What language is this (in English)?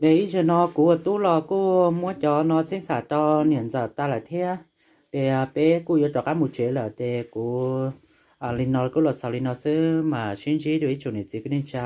Hmong